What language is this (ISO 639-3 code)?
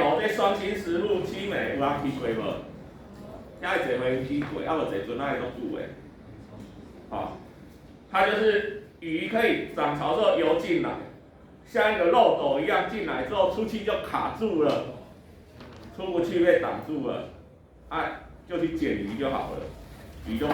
nan